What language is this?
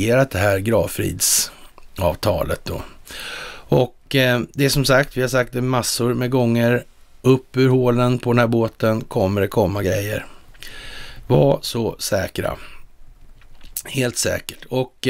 Swedish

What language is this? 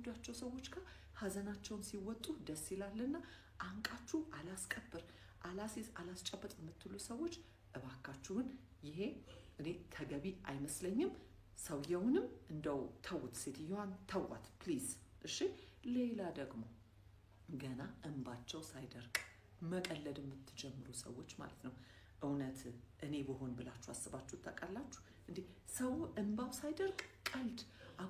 Amharic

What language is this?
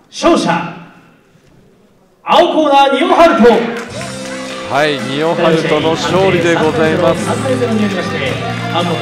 Japanese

